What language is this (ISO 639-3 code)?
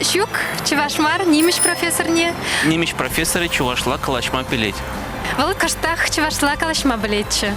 chv